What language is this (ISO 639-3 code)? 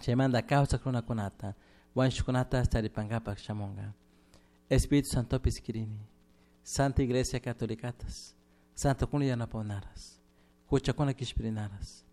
qug